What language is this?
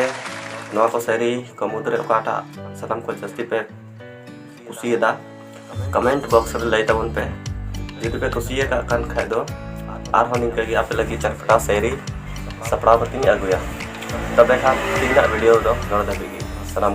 Santali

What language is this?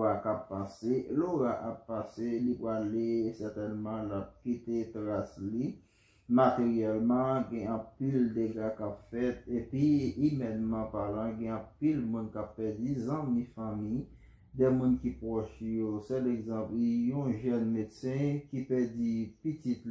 Haitian Creole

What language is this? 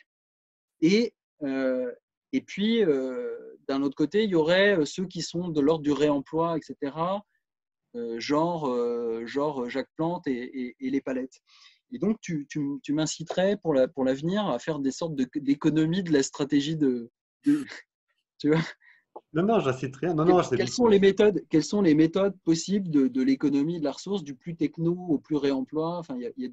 French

